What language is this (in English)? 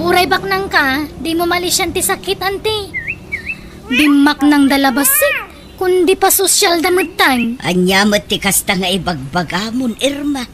Iloko